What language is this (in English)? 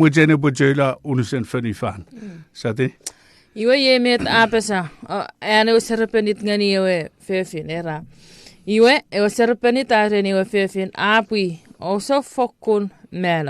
Chuukese